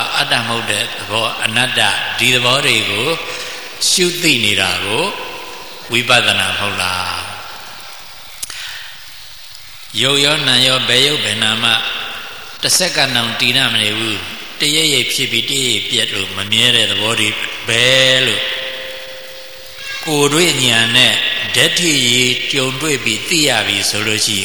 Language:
Burmese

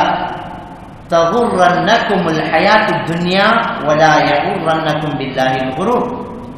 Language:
Tamil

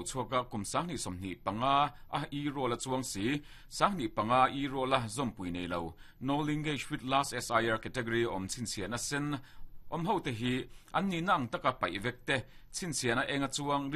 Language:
Mizo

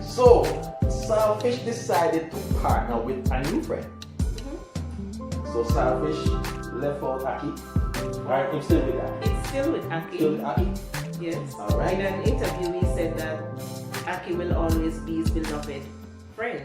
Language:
Jamaican Creole English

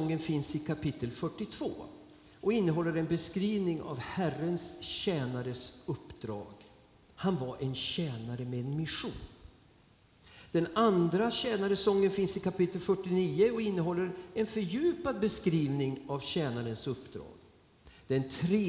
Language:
Swedish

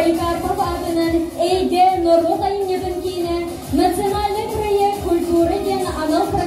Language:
Yakut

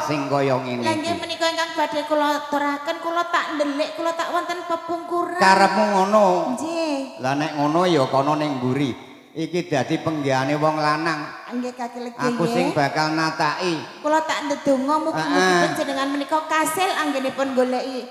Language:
Javanese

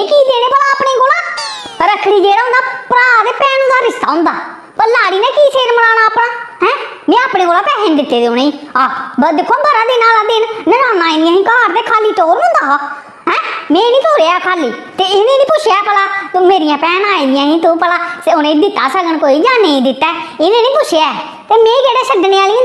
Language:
Dogri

